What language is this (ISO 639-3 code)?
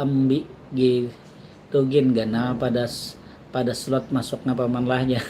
bjn